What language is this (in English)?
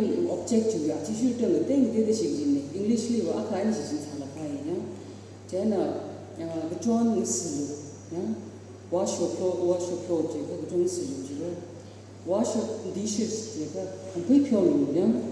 Tangkhul Naga (India)